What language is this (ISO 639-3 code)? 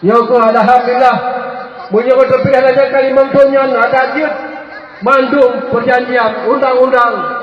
ace